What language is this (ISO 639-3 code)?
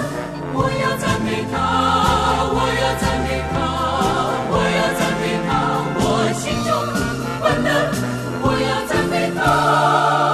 zho